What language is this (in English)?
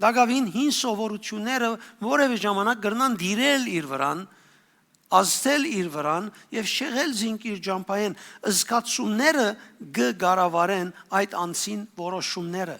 Western Armenian